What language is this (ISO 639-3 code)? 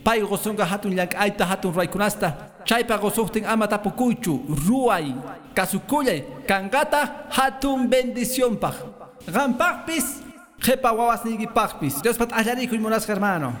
que